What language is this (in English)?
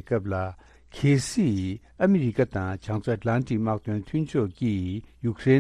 Tibetan